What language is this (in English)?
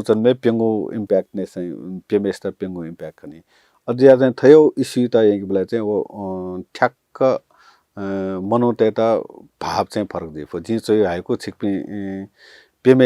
Newari